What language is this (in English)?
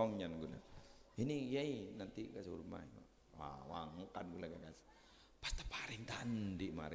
Madurese